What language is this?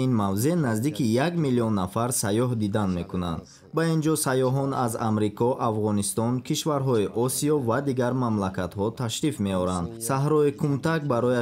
Tajik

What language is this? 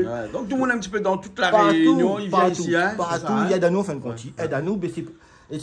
Réunion Creole French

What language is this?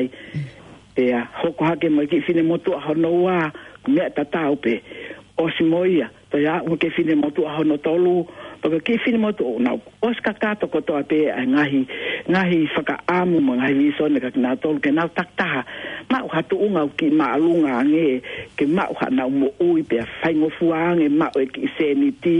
Tongan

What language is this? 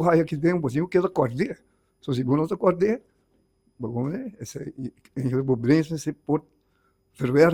Papiamento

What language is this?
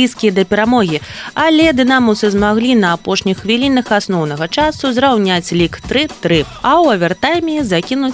Belarusian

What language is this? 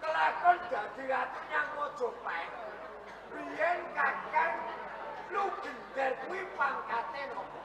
Javanese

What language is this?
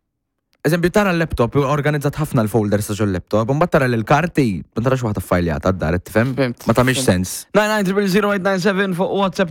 Maltese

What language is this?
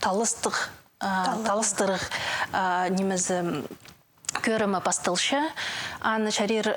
Khakas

